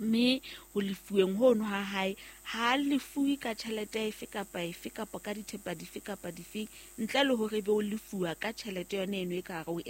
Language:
Southern Sotho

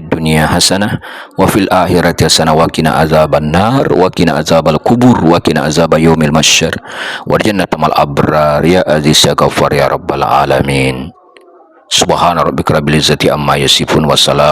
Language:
Buginese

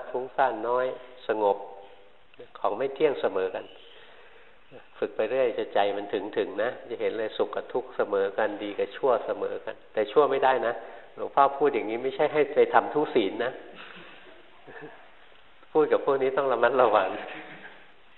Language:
Thai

